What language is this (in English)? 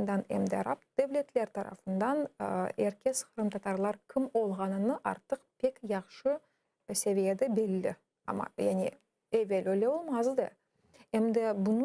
Crimean Tatar